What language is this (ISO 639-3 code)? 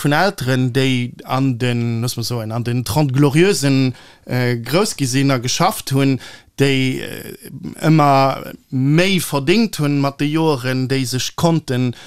ltz